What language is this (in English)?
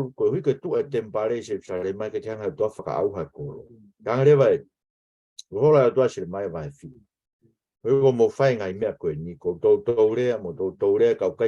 Tongan